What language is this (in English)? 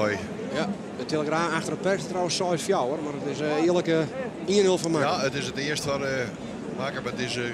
Western Frisian